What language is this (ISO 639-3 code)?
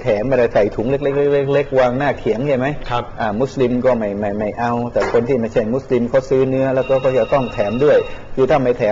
tha